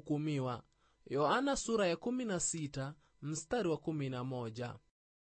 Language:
Swahili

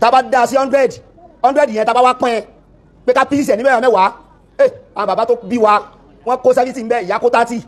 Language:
Yoruba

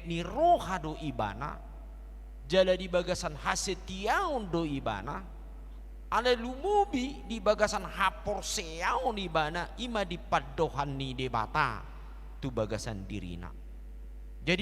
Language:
Batak Toba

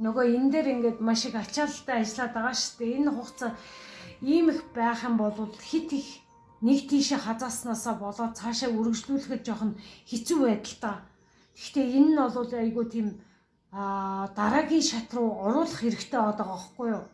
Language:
Mongolian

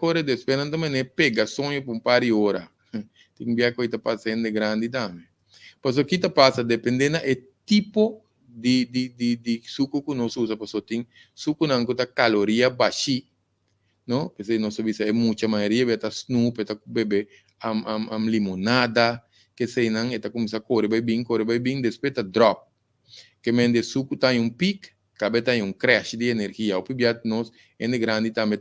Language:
Papiamento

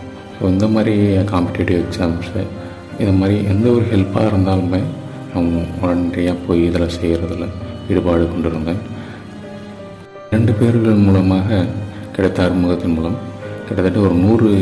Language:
Tamil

